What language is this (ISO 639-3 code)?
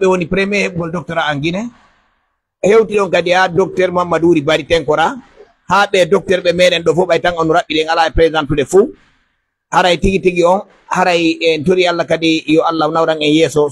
fuf